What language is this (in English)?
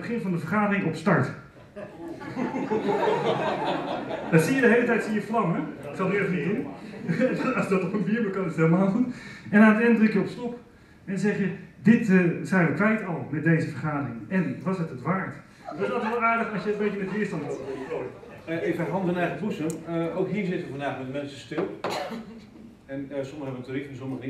Dutch